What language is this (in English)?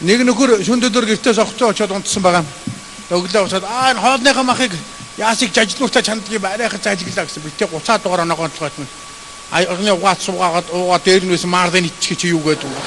Mongolian